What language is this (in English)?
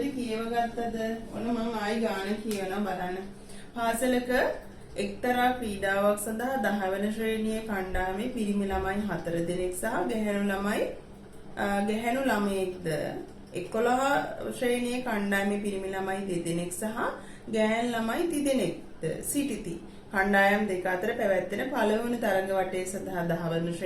Sinhala